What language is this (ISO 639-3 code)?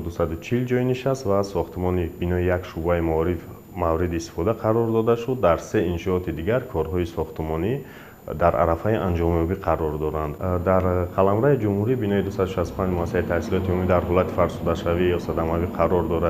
tgk